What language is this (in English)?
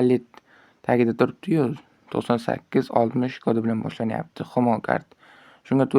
Uzbek